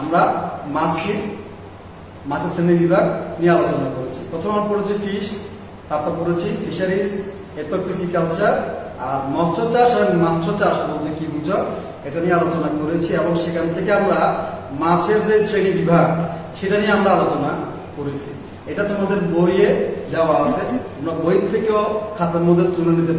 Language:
Bangla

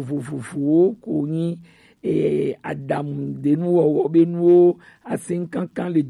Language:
Gen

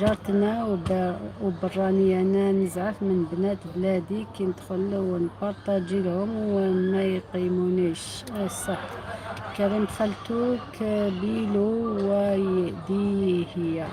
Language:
Algerian Arabic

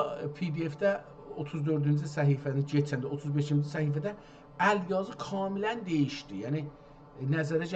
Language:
South Azerbaijani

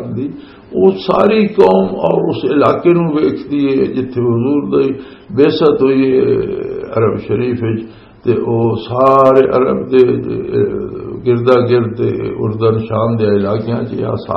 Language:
Western Panjabi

